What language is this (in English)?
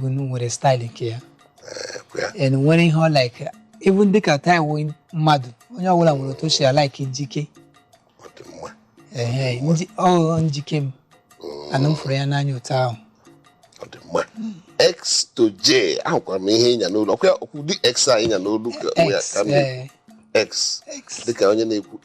Igbo